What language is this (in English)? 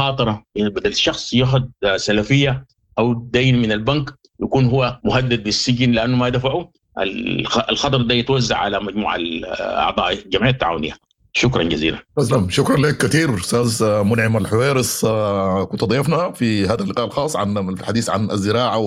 Sudanese Arabic